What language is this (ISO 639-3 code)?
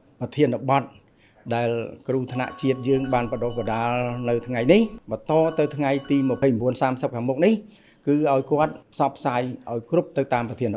khm